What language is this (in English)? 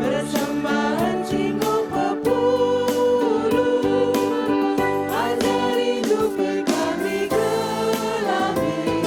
Batak Karo